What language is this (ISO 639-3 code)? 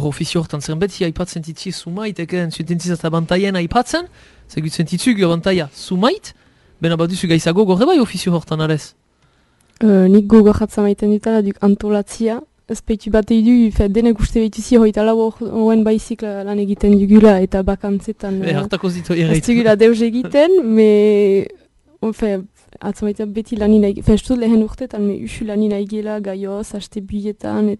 eus